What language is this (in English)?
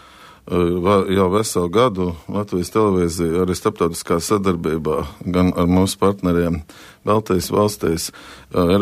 Latvian